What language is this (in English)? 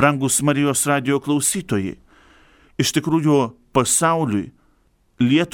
Lithuanian